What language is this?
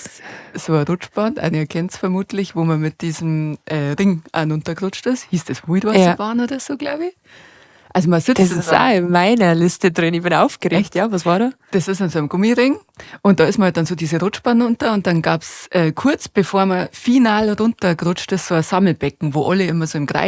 Bavarian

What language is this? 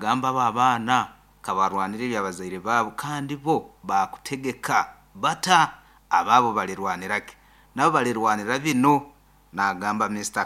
Nyankole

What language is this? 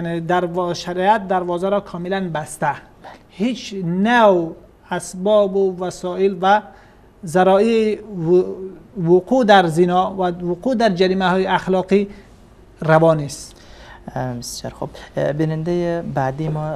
Persian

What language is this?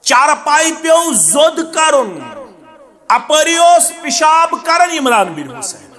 Kashmiri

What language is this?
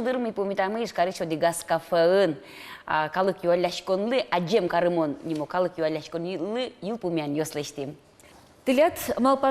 Udmurt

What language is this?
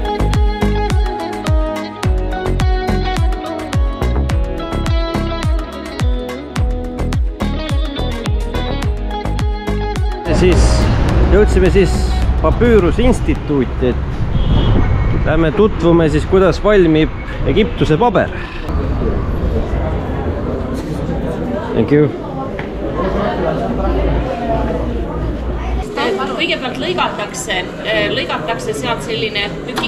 Estonian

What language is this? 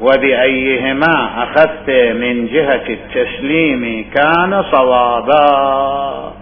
Mesopotamian Arabic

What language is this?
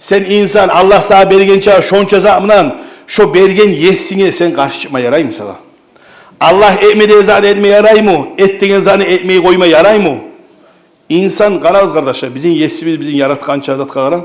Kumyk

